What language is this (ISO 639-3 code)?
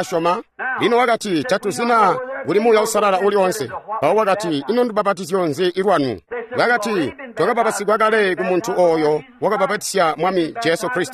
toi